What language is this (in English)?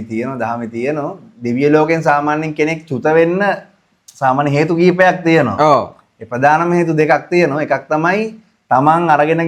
Sinhala